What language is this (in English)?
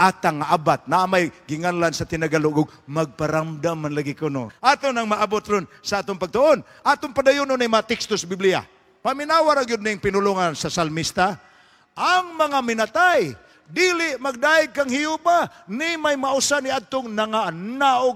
Cebuano